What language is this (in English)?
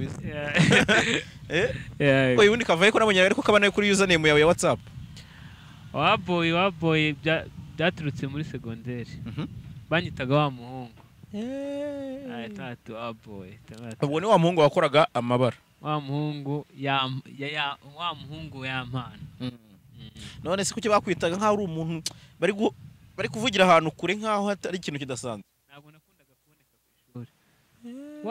Kinyarwanda